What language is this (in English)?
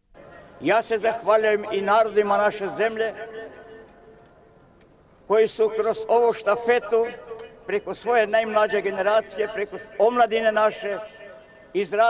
Serbian